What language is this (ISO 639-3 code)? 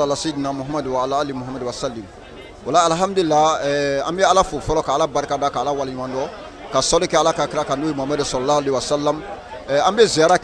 bam